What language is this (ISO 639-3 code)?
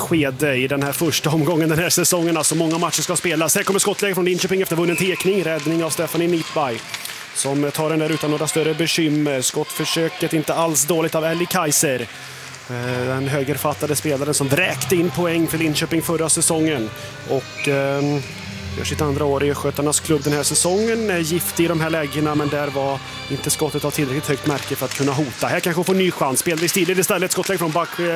swe